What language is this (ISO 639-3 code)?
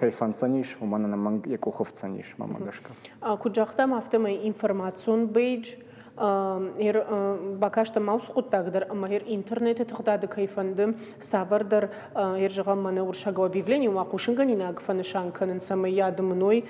oss